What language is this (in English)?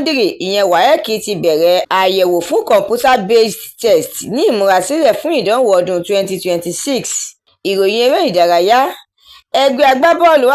Yoruba